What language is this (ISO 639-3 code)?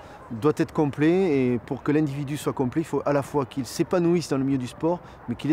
fra